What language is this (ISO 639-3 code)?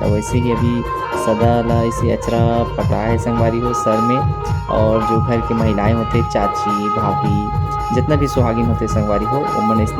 hne